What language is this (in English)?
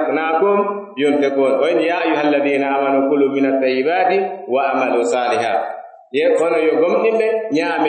Pular